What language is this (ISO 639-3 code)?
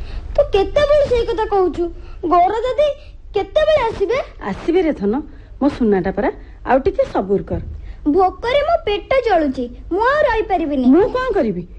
ori